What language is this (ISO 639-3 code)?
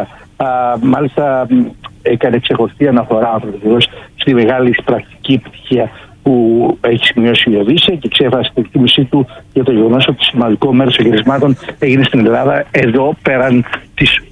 ell